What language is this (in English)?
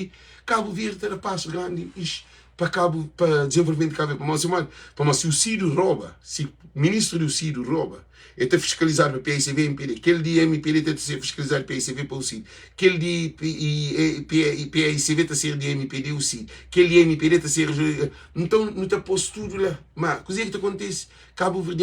Kabuverdianu